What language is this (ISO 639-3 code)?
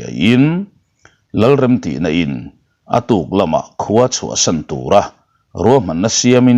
lus